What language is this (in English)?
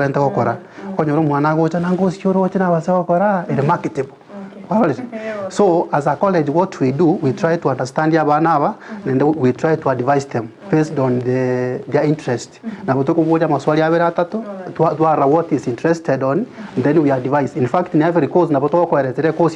Gusii